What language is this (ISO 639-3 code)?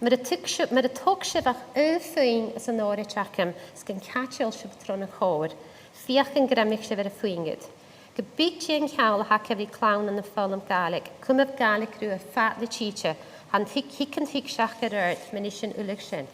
gla